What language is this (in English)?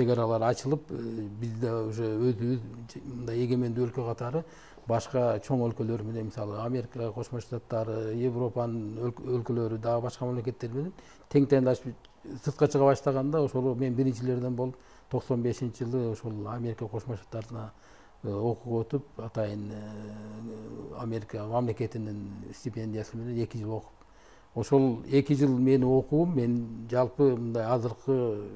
Kyrgyz